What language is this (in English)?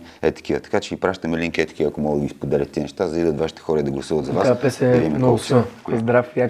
Bulgarian